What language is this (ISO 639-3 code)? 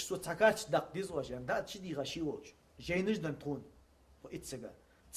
inh